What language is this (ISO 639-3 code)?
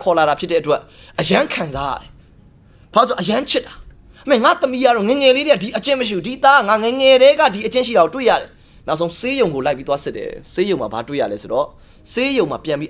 mya